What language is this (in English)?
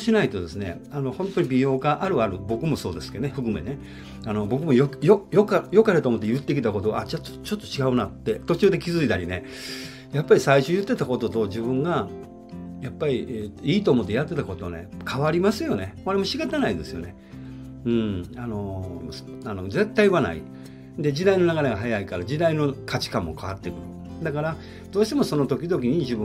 Japanese